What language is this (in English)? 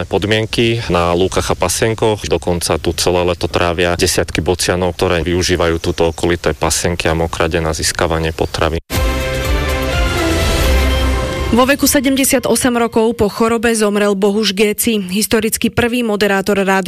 Slovak